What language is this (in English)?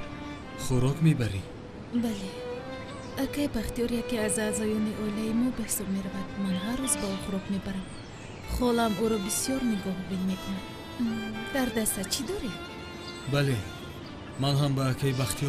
Tajik